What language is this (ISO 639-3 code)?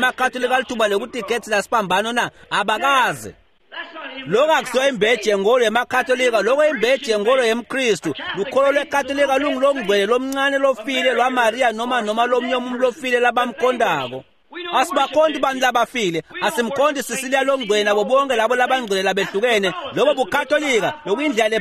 ssw